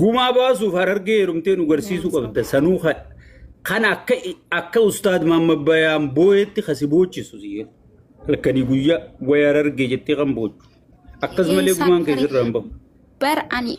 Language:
Oromo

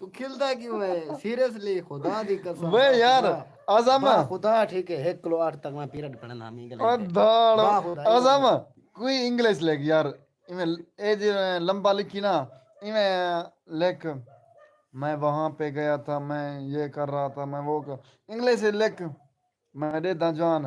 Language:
Saraiki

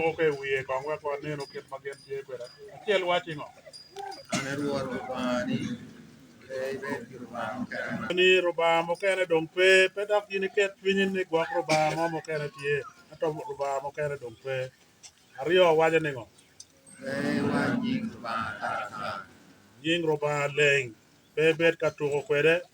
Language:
Acoli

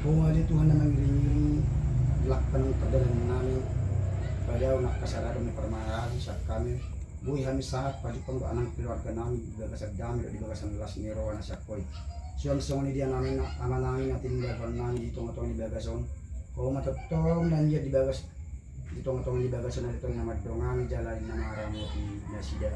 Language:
Batak Toba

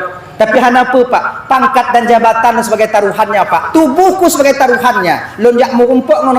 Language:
Achinese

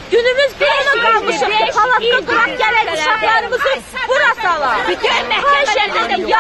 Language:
Azerbaijani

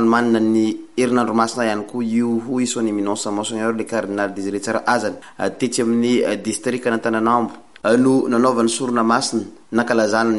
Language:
Malagasy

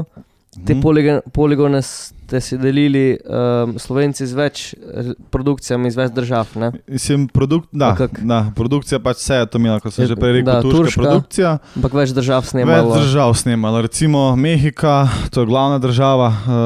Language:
Slovenian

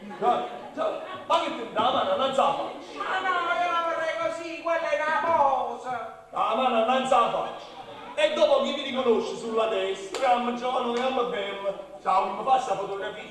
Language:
Neapolitan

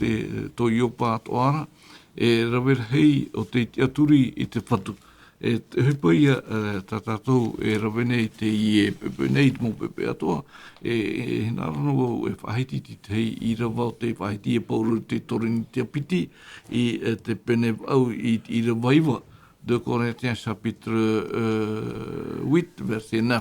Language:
Tahitian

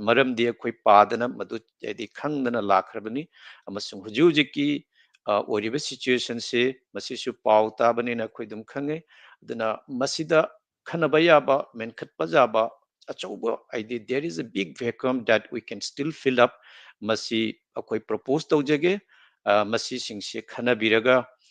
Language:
Manipuri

